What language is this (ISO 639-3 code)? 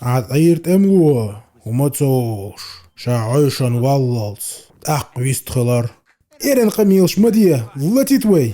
che